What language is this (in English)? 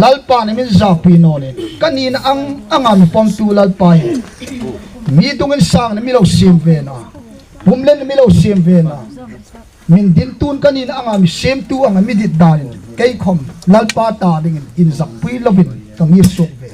Hmar